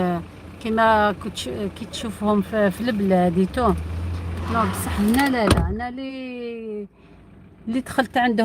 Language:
Algerian Arabic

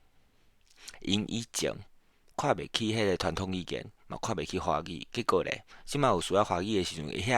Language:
Min Nan Chinese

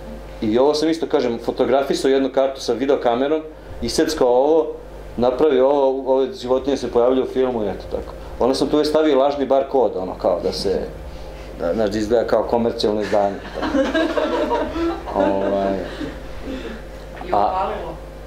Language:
Serbian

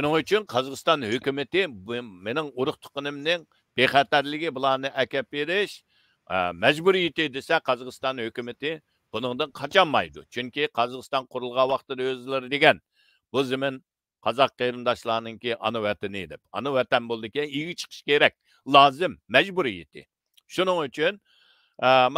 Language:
Uyghur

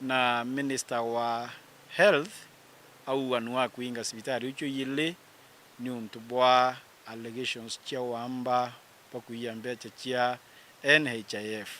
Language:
Meru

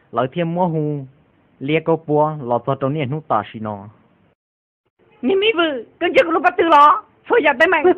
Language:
Vietnamese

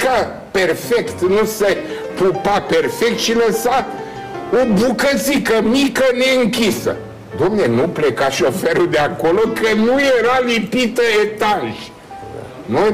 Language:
Romanian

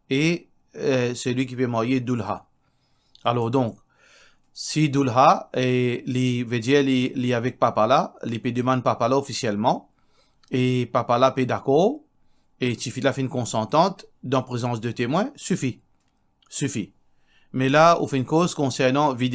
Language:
Morisyen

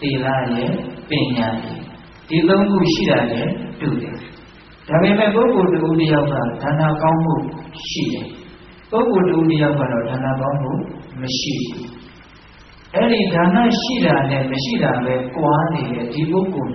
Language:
Burmese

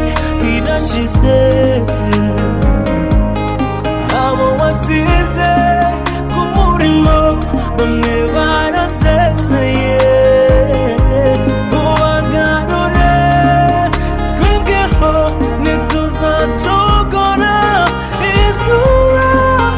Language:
Kinyarwanda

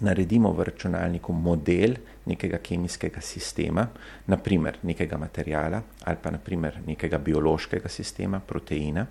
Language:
Slovenian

